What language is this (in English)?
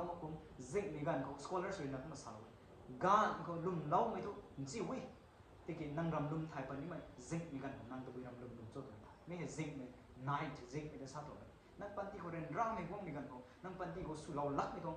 Rongmei Naga